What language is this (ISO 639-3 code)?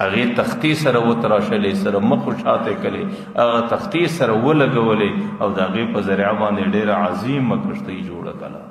pus